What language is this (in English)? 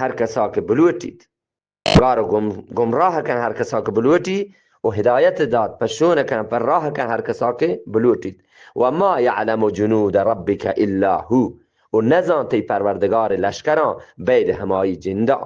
Eastern Balochi